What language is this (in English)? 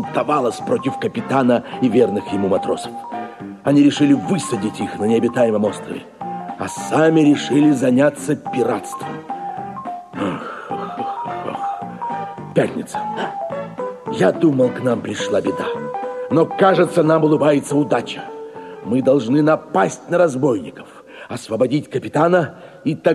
Russian